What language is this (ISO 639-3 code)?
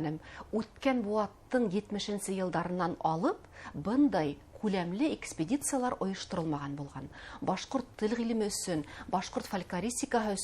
bak